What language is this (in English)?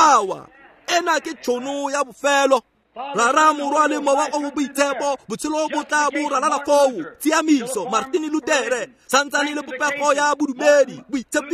Tswana